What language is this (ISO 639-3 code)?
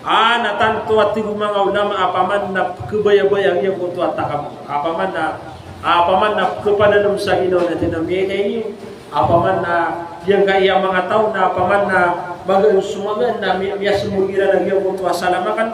mrw